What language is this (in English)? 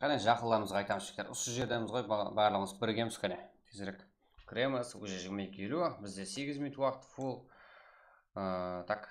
Kara-Kalpak